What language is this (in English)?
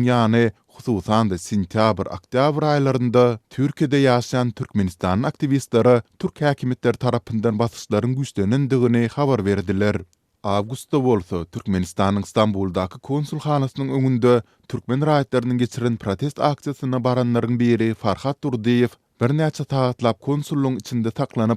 Turkmen